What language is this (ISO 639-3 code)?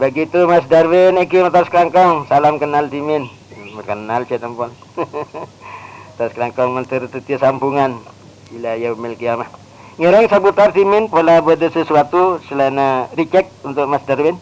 mad